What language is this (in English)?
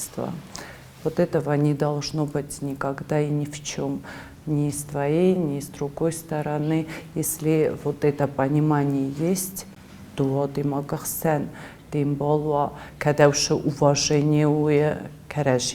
Ossetic